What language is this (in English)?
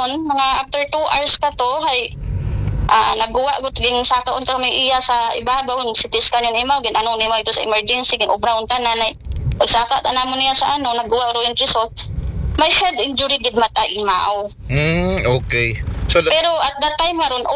Aklanon